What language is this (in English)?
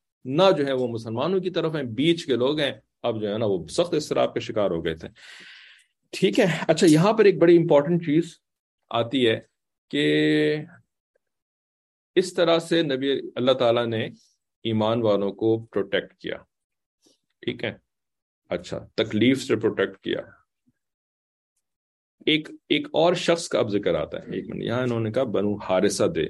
Urdu